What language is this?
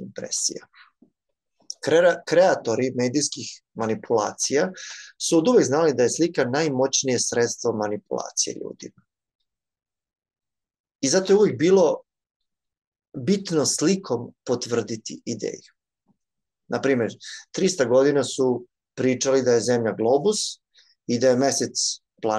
Serbian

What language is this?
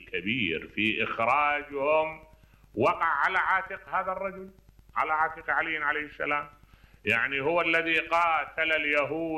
Mesopotamian Arabic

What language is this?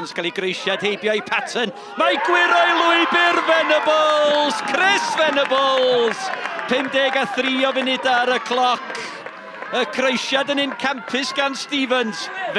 Welsh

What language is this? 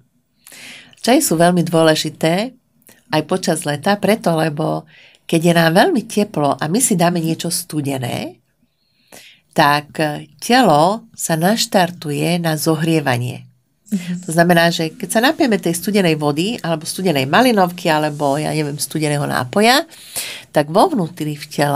Slovak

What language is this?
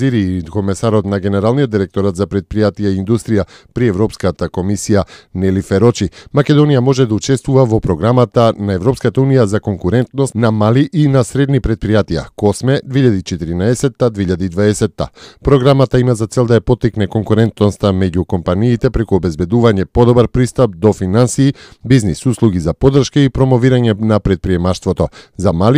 Macedonian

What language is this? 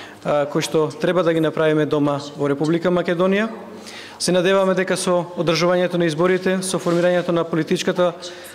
Macedonian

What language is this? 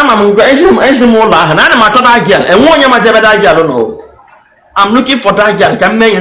Igbo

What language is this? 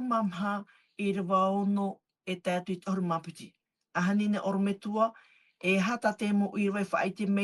Tahitian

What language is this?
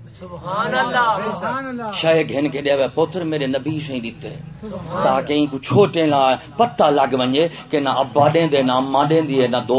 Saraiki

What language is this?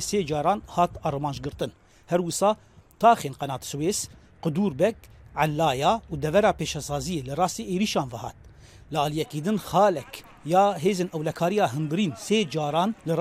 Kurdish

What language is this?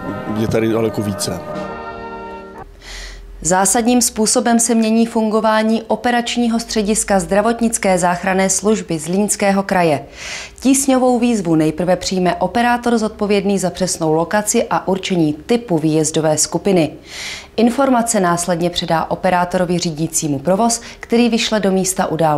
Czech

